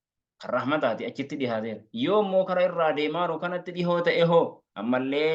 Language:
Oromo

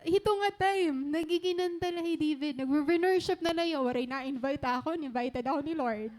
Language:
Waray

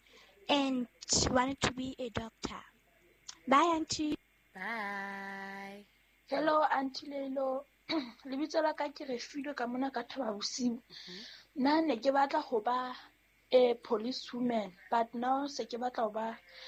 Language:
Southern Sotho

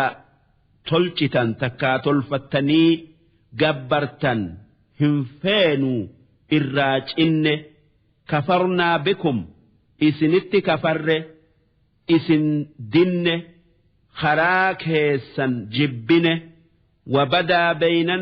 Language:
Oromo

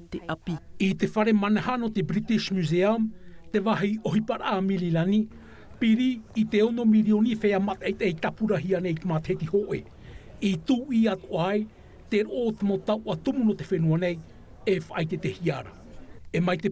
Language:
Tahitian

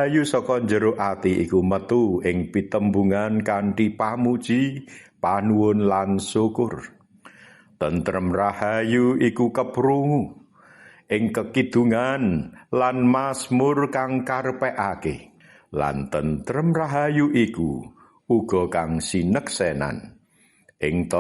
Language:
Javanese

